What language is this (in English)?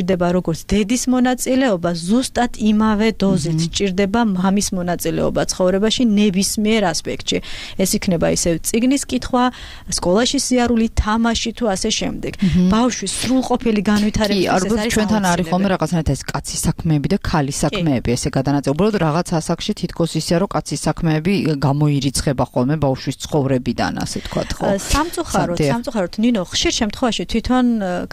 Georgian